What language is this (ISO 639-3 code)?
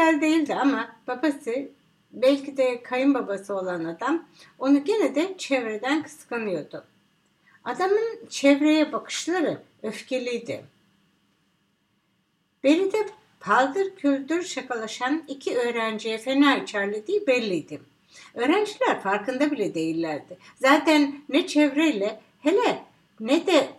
tur